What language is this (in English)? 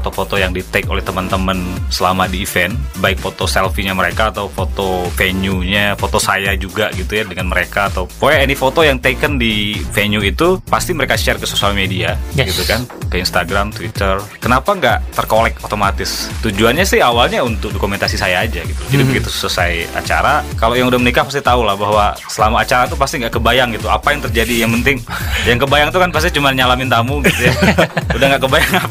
Indonesian